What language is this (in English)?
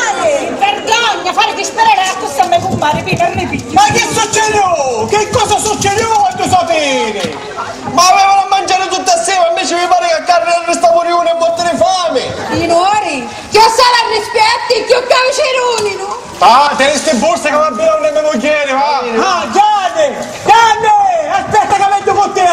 Sicilian